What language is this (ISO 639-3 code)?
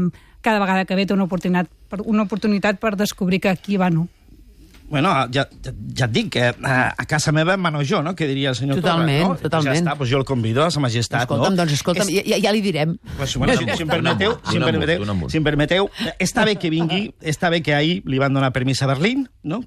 cat